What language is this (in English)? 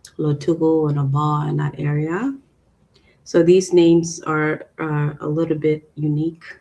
Acoli